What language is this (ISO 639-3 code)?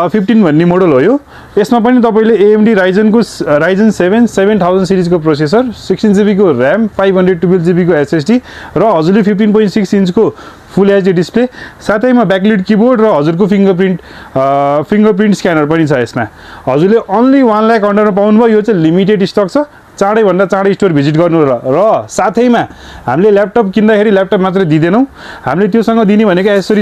nep